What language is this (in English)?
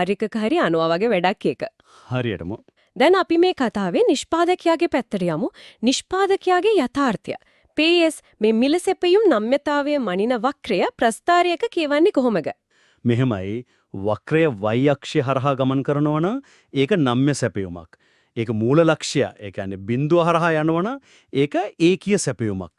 Sinhala